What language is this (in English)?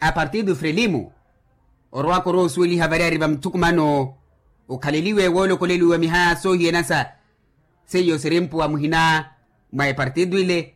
Makhuwa